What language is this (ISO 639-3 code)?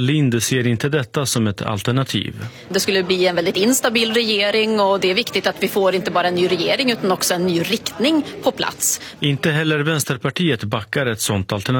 swe